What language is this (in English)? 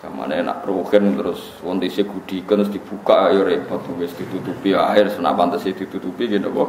Javanese